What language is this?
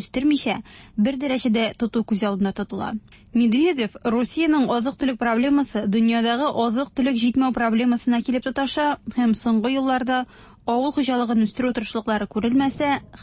Tatar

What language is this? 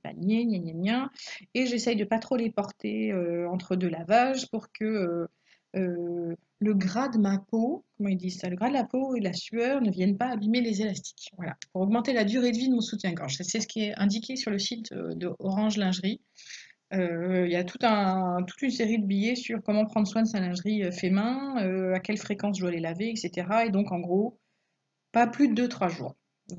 French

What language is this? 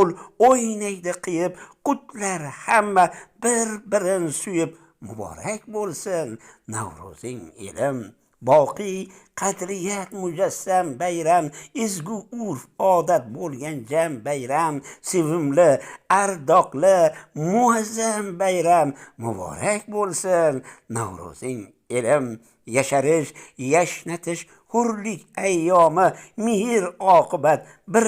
Uzbek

